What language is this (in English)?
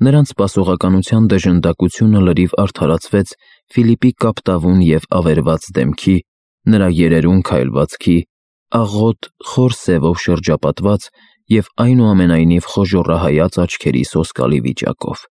Armenian